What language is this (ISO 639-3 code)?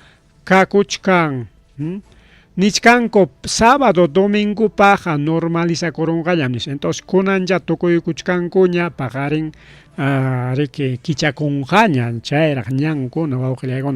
quy